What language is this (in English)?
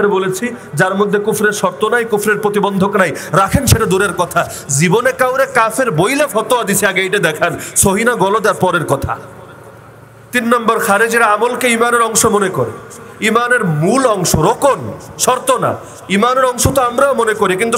Bangla